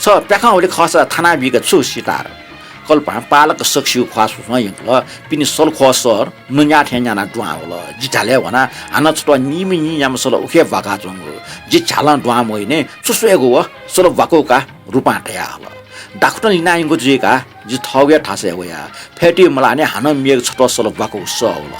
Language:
Newari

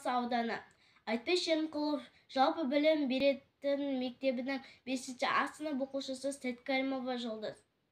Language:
Kazakh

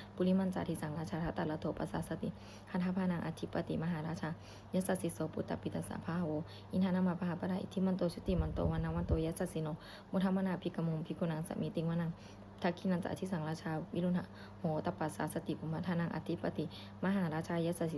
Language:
Pali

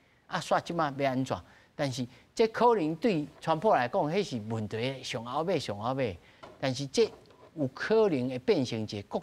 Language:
Min Nan Chinese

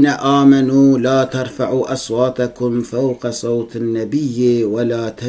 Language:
Kurdish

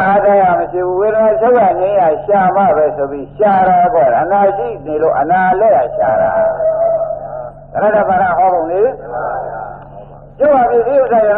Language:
Burmese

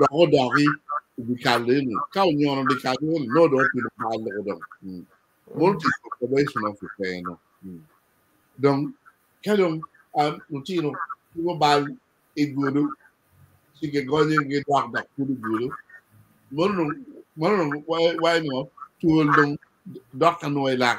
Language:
Acoli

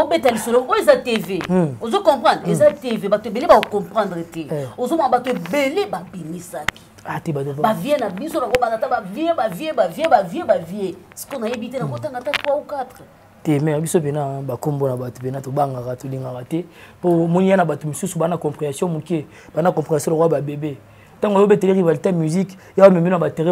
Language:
Lingala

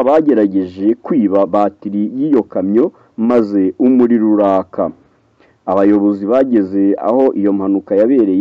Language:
Kinyarwanda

